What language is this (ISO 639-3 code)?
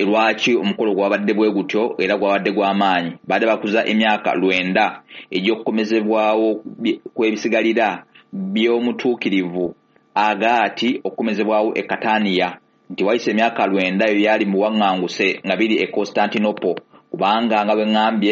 lug